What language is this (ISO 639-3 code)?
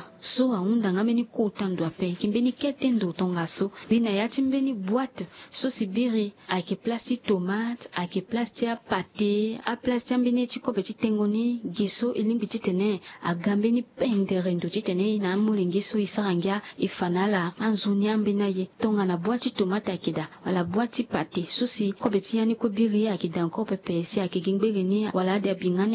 sag